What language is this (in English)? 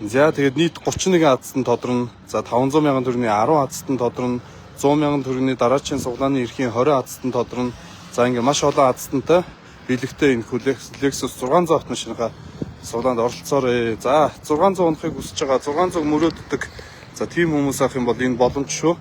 Mongolian